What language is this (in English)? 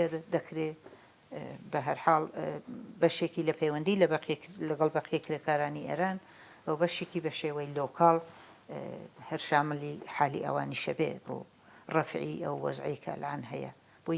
Central Kurdish